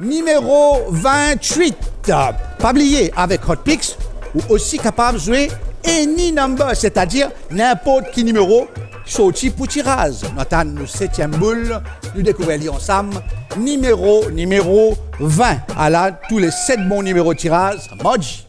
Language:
Morisyen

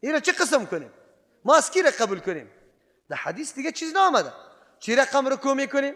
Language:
Persian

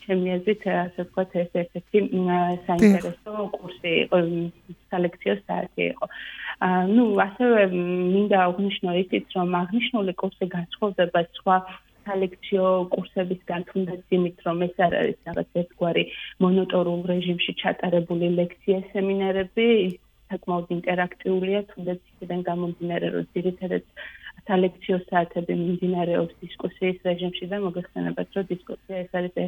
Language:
Georgian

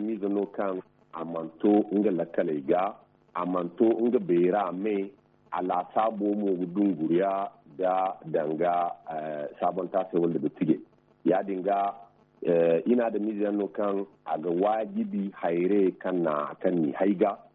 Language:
Zarma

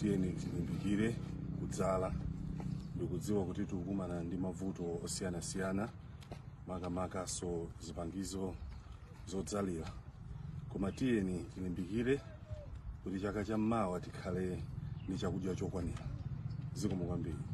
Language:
Nyanja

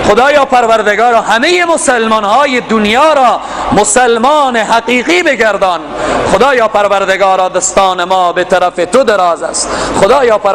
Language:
Persian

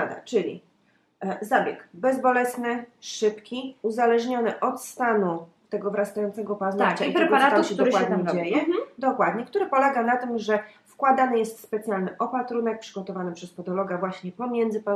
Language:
Polish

